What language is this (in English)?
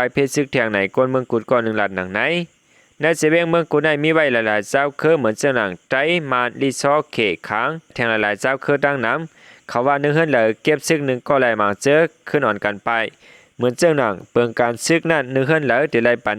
Shan